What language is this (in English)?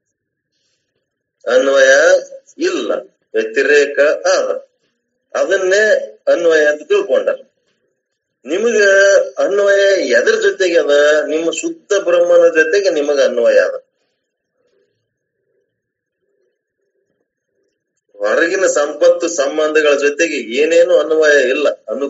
Kannada